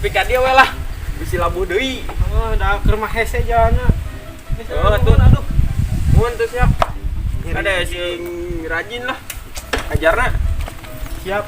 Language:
Sundanese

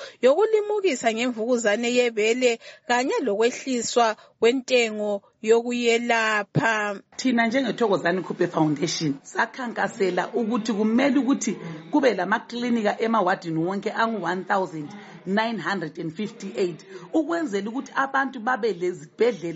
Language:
North Ndebele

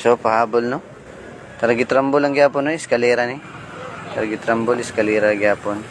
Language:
Cebuano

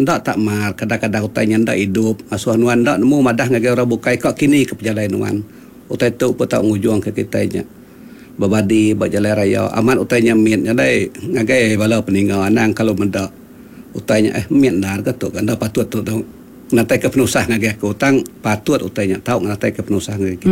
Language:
Iban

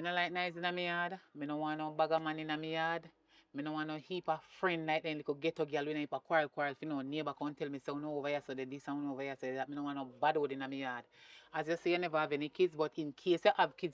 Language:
Jamaican Creole English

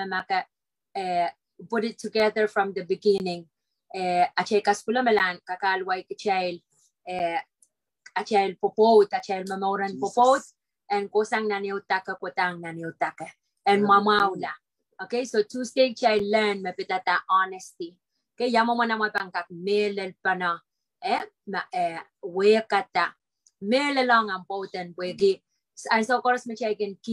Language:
Pohnpeian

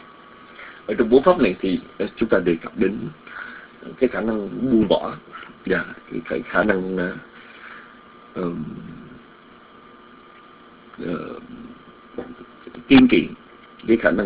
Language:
Vietnamese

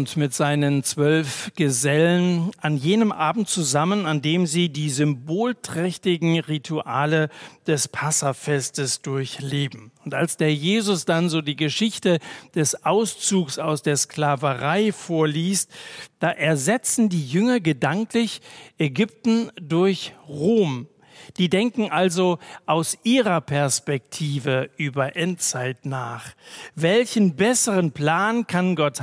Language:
German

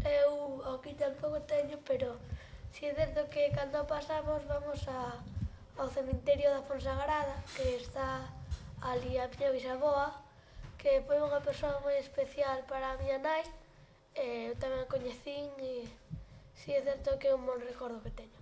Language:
Galician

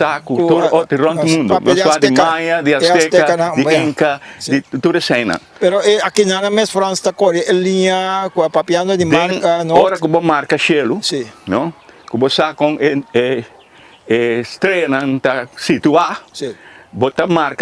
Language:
Papiamento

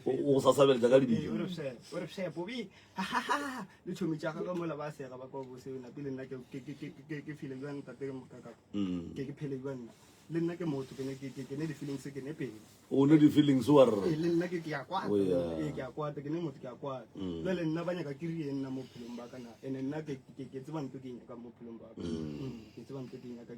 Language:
Northern Sotho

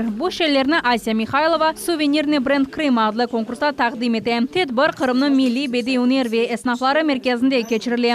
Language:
Crimean Tatar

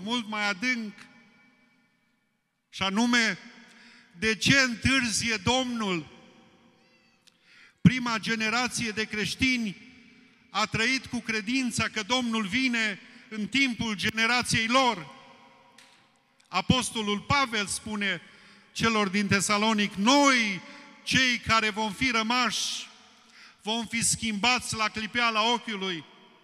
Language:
Romanian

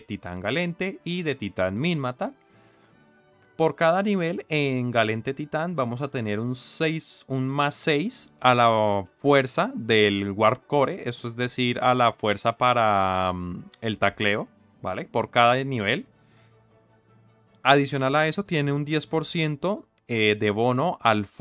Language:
Spanish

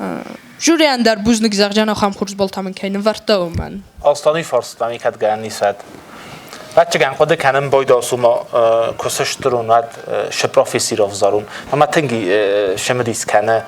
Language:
Ossetic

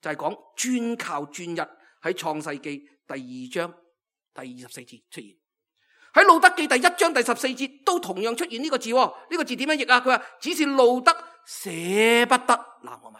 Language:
Cantonese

